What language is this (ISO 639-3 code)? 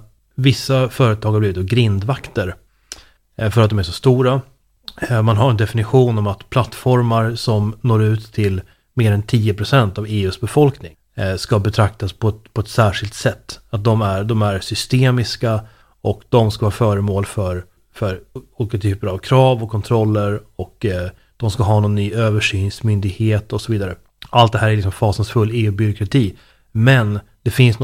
swe